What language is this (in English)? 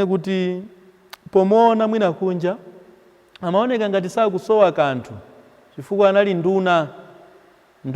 Nyanja